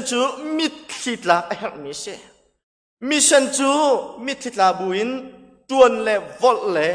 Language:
Hakha Chin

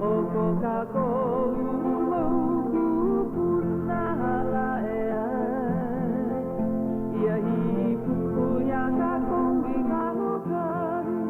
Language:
Hawaiian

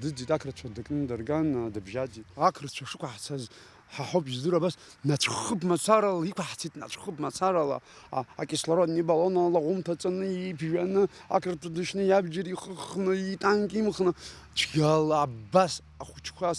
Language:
Abkhazian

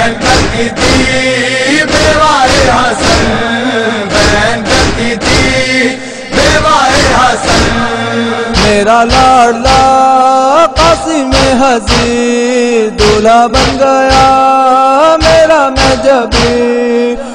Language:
Urdu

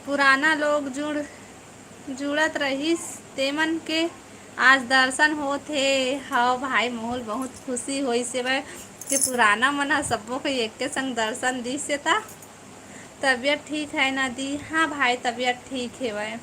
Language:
Chhattisgarhi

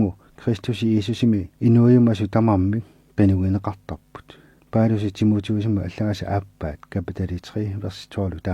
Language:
Kalaallisut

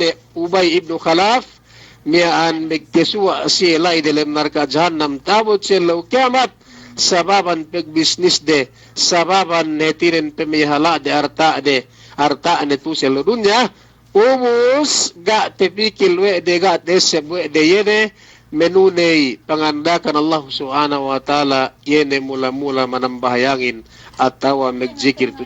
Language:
Yakan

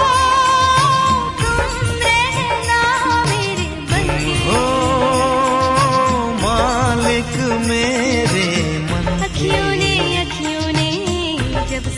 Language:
Hindi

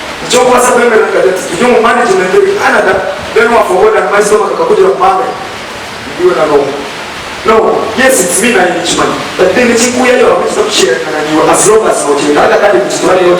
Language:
Nyankole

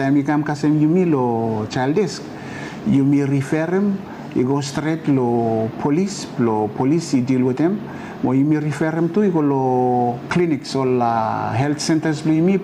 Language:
Bislama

